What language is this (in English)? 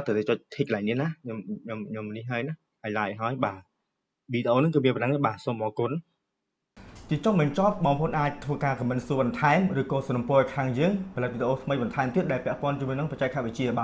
Khmer